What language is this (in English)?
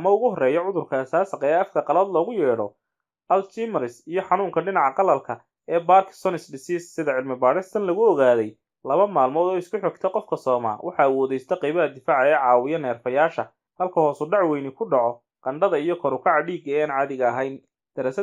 Somali